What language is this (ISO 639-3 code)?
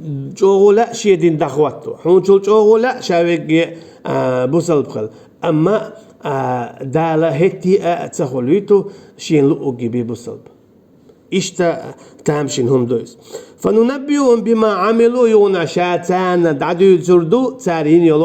che